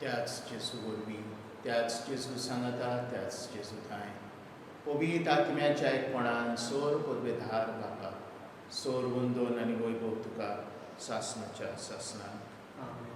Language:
Konkani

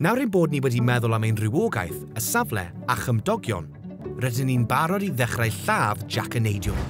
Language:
Welsh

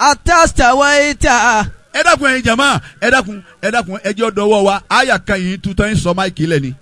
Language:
Yoruba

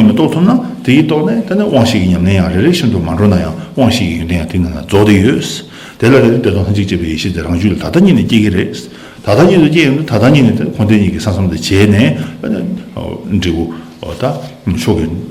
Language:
Tibetan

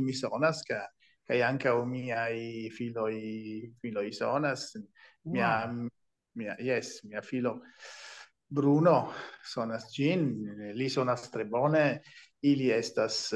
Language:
Esperanto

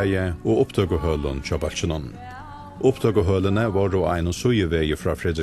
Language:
Faroese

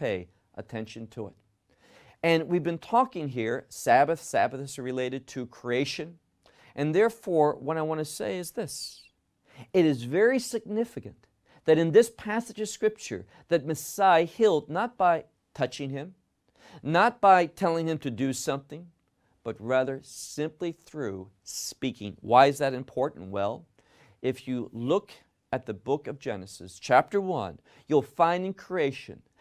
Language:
English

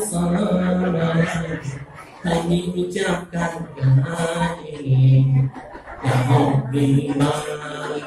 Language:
Musi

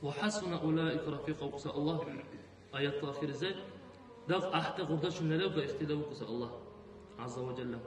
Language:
Dargwa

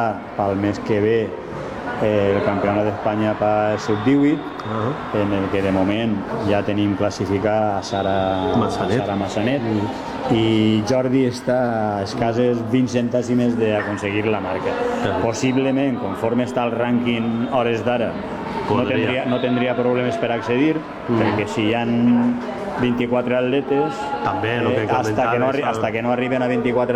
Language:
Catalan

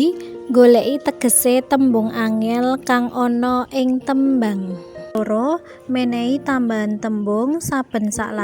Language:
Javanese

